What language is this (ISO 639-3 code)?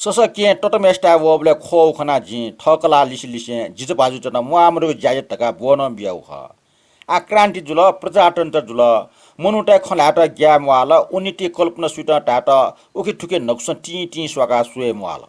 new